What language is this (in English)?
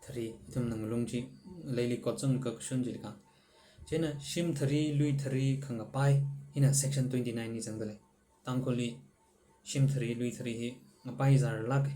Tangkhul Naga (India)